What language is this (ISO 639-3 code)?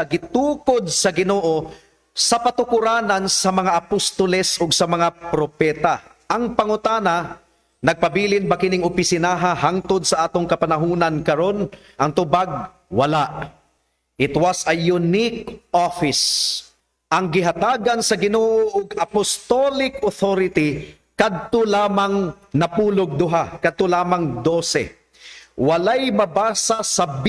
ceb